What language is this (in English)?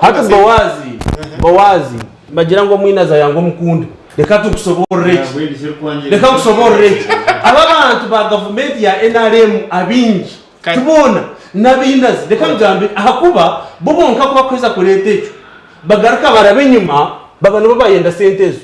Nyankole